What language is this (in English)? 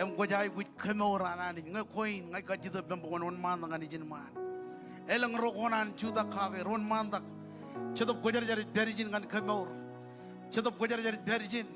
Marshallese